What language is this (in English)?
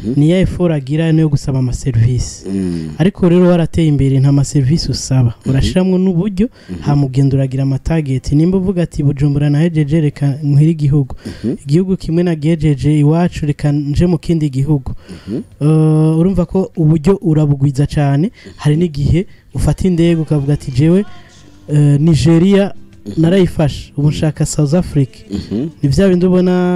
Rundi